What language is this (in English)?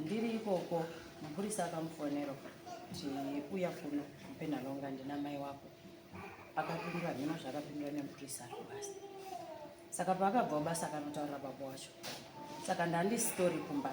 Shona